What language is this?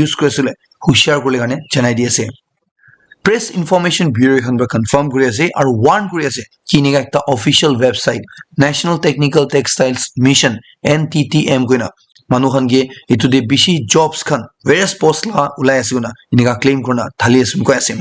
Naga Pidgin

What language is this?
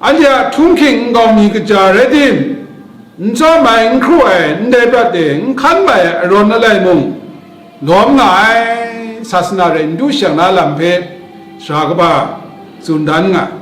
Kachin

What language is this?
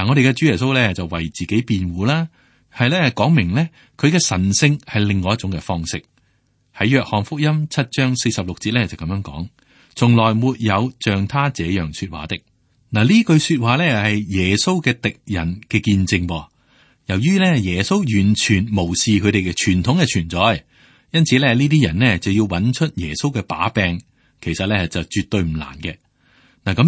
Cantonese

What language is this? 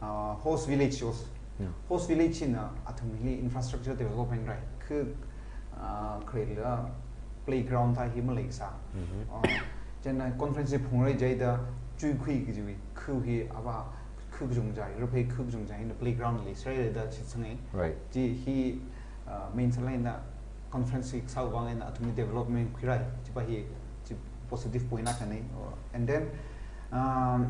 Tangkhul Naga (India)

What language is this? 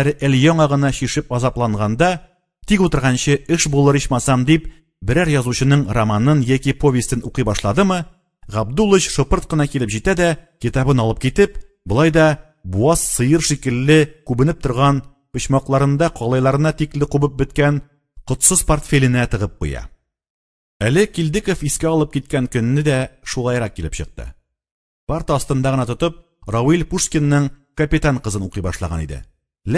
Tatar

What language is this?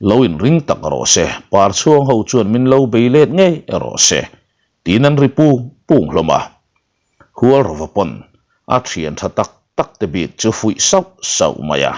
Mizo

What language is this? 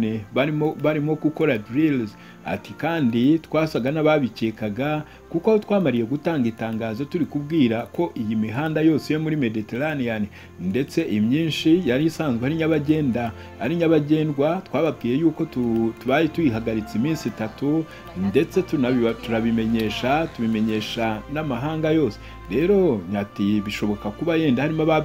Kinyarwanda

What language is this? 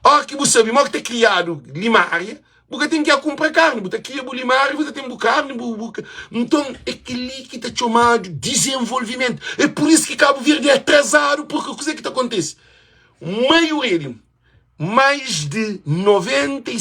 Kabuverdianu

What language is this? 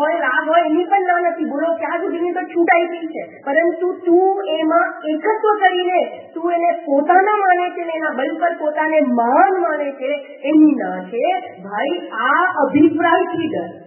Gujarati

